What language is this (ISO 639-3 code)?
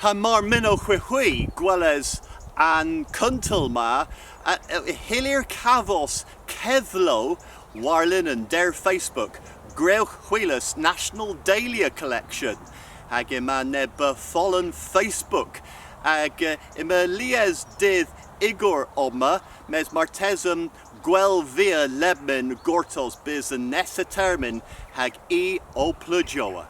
cor